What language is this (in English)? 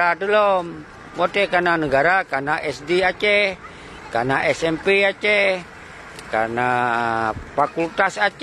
Achinese